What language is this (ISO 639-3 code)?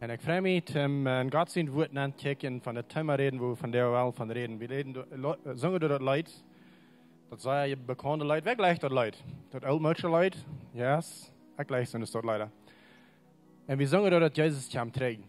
pdt